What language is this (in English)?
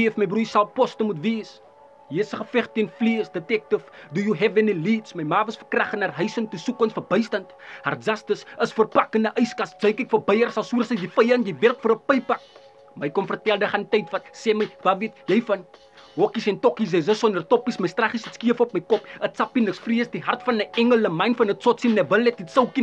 Afrikaans